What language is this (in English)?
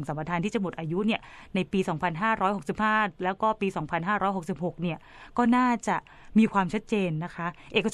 Thai